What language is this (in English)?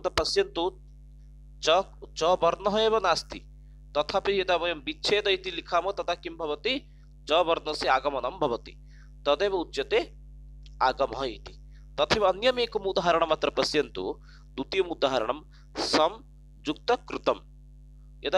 Sanskrit